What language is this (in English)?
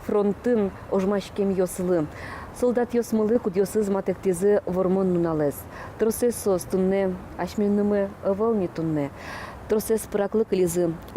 Udmurt